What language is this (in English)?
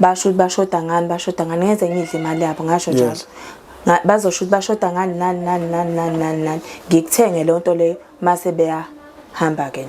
Zulu